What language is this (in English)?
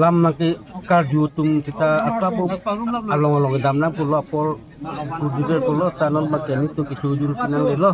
Karbi